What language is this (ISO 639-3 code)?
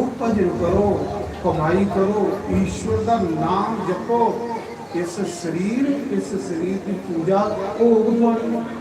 doi